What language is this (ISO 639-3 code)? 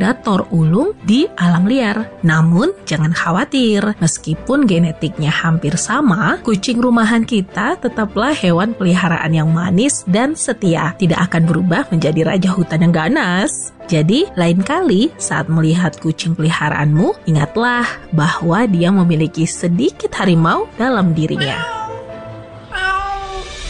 ind